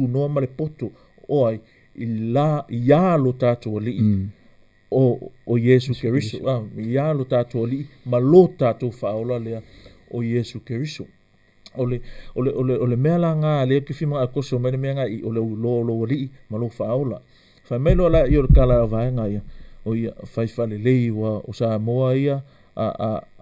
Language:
Samoan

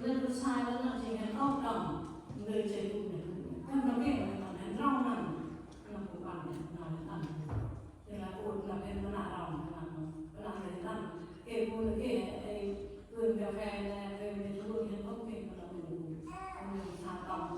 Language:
Central Mnong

